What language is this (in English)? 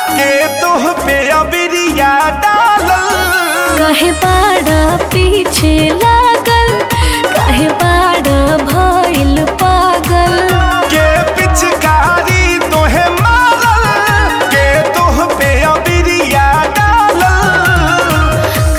Bhojpuri